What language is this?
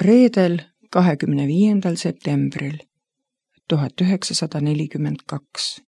Estonian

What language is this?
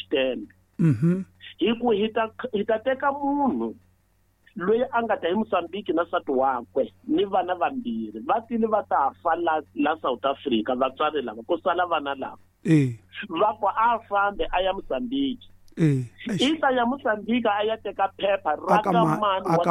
Tsonga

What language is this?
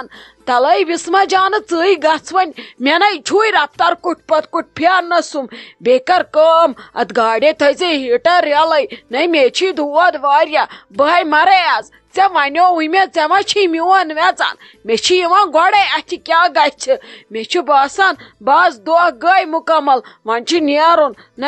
Kashmiri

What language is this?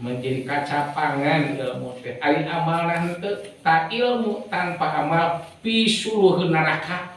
Sundanese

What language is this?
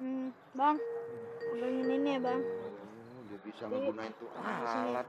Betawi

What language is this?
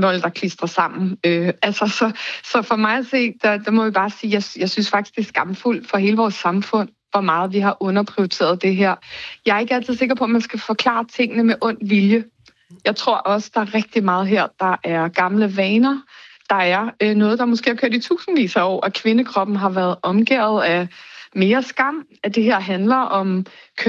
Danish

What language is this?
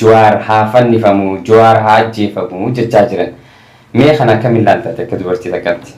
Oromo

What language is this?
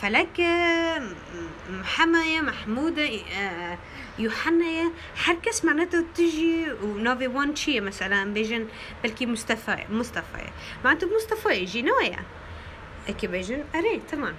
Kurdish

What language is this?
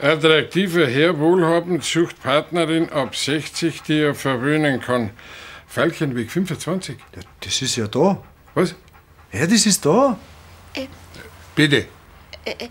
Bavarian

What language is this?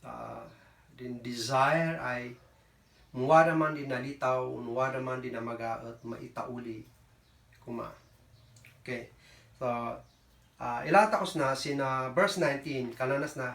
Kankanaey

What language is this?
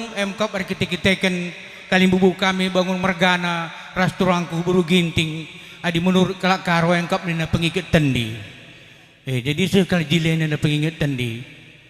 Batak Karo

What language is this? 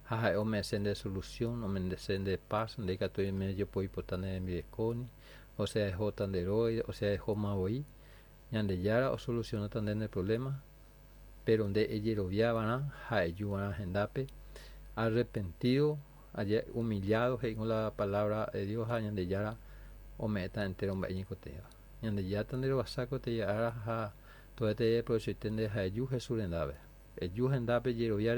Guarani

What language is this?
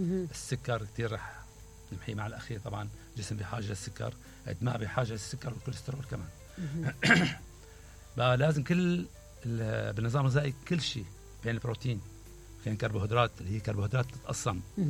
Mesopotamian Arabic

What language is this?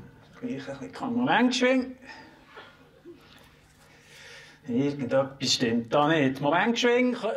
German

